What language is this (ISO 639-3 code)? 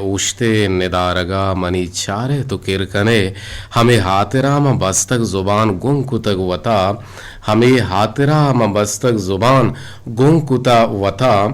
bgp